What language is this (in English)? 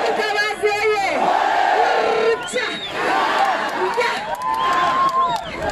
Kinyarwanda